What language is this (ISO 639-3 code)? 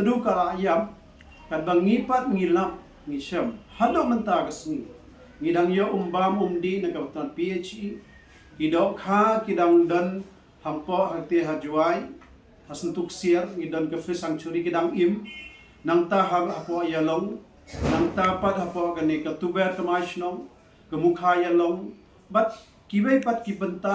kha